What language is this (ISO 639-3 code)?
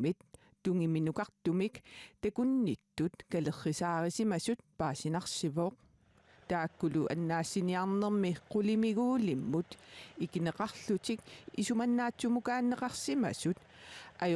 kal